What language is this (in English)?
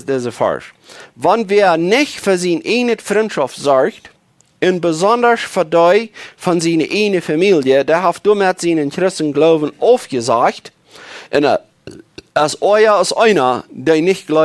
Plautdietsch